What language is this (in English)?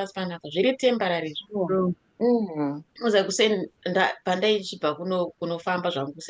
Shona